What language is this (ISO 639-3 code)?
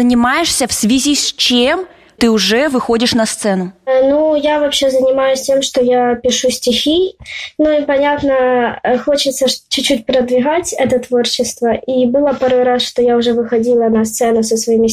rus